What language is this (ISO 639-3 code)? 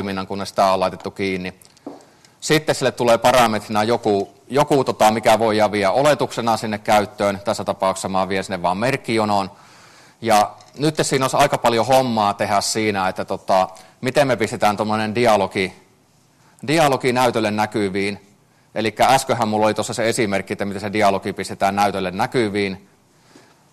fin